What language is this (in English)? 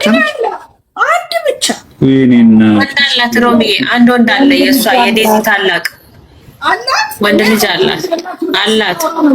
Amharic